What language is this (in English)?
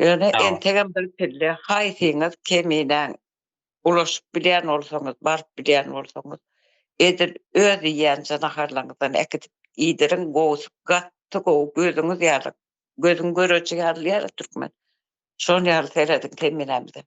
Turkmen